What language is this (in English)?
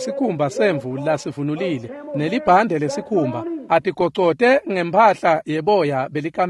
Swati